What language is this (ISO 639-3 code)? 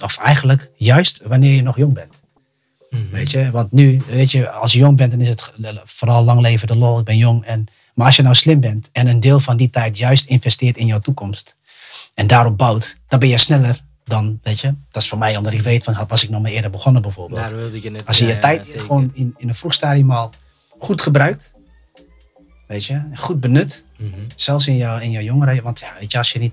nld